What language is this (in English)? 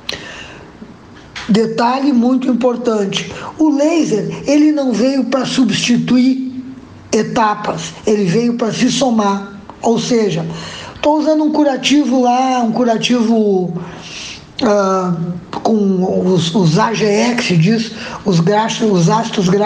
Portuguese